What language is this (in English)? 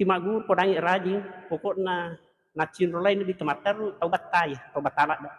Buginese